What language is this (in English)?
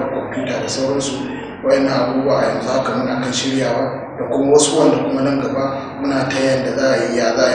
Hausa